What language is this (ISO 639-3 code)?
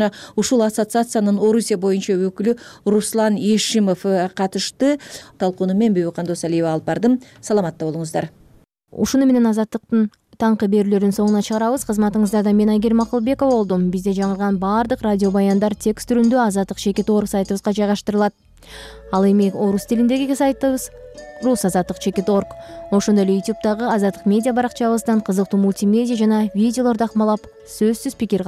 kir